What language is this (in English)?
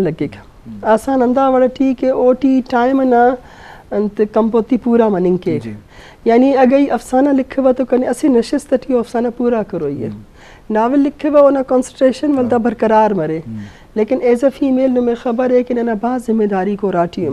Eastern Balochi